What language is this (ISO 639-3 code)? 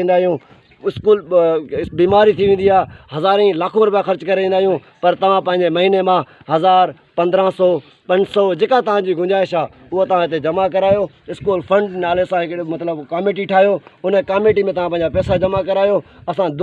snd